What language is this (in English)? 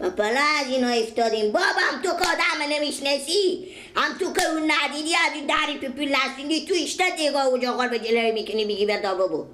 Persian